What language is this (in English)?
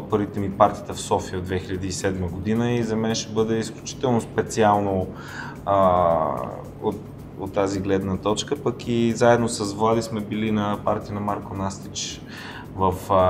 Bulgarian